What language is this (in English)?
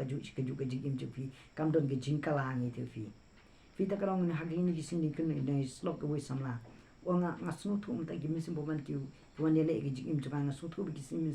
Khasi